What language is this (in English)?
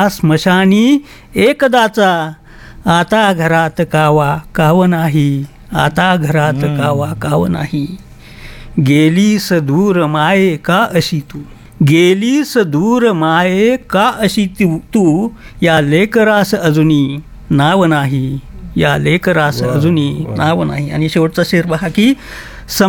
Marathi